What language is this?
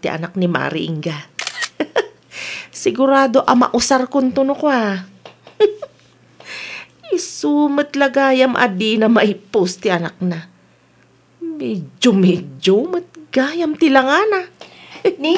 Iloko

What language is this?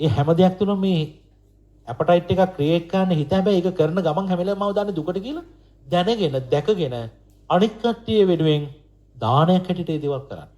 Sinhala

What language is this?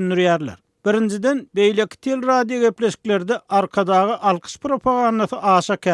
Turkmen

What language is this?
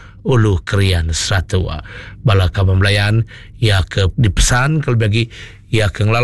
Iban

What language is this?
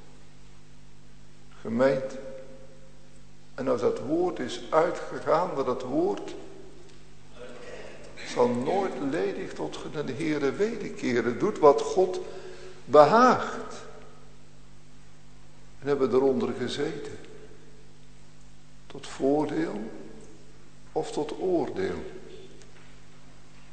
Dutch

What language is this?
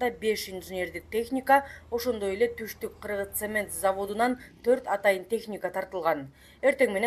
Kyrgyz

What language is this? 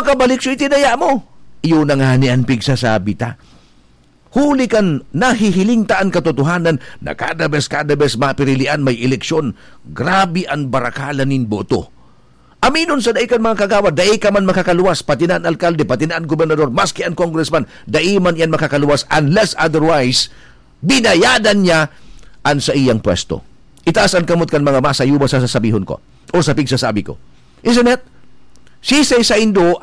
Bikol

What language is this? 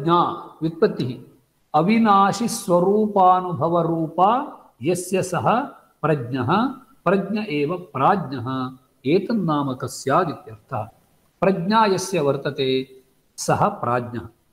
Sanskrit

